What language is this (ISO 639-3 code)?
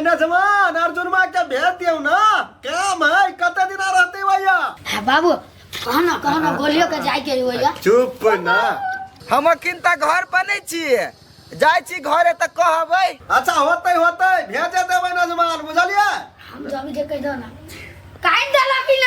mai